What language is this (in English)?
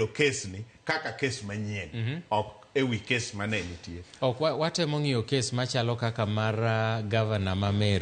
Luo (Kenya and Tanzania)